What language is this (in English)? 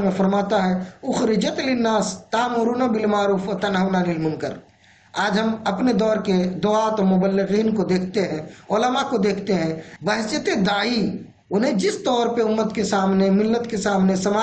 Urdu